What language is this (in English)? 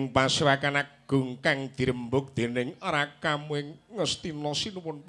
Javanese